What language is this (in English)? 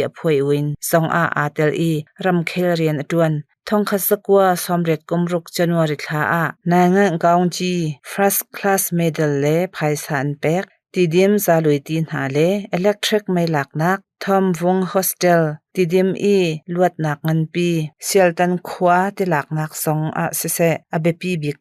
Hakha Chin